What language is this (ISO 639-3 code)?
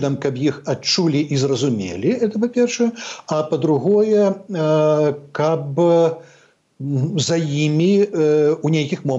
bel